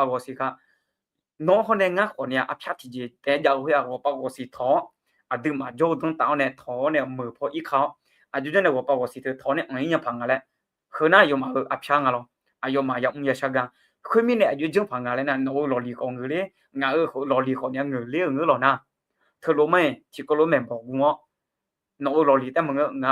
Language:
Akha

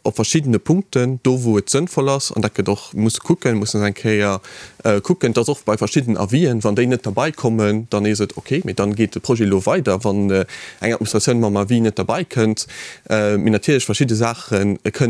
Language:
Luxembourgish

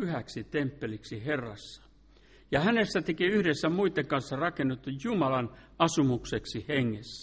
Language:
Finnish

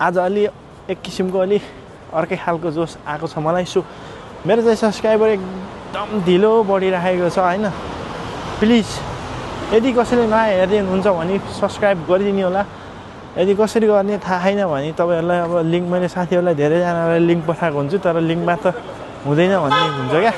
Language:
Nepali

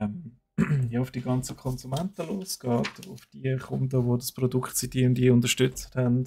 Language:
Swiss German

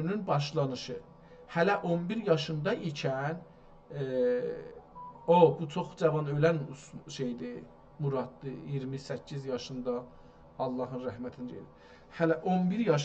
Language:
South Azerbaijani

